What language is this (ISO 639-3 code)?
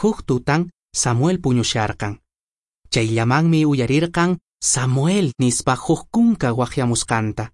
que